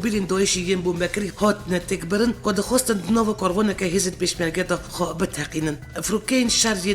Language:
Kurdish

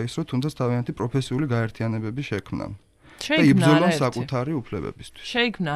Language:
Georgian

